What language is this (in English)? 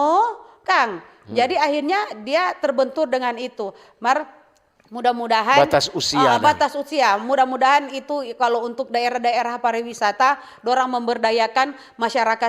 Manado Malay